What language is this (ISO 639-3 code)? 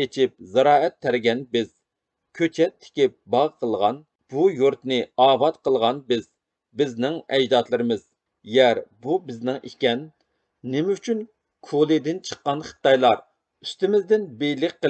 uig